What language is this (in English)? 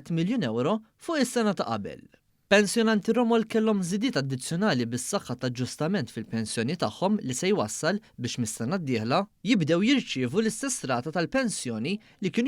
Maltese